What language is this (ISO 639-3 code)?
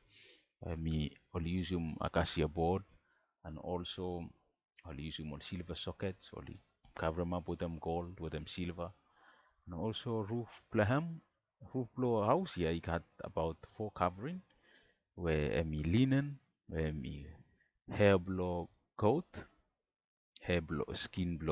bis